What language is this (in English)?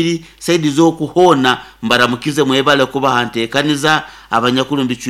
Nyoro